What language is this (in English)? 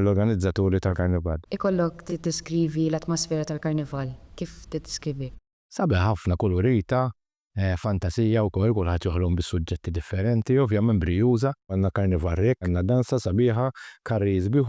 Maltese